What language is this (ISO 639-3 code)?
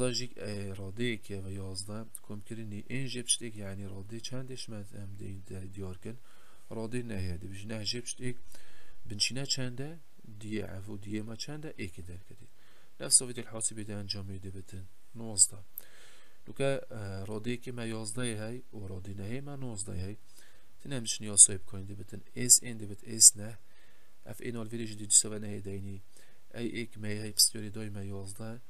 kur